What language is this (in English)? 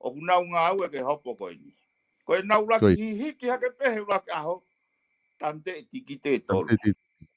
Tongan